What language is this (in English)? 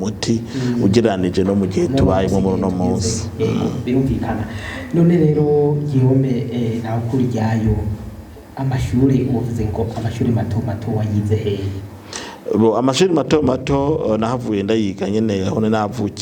Rundi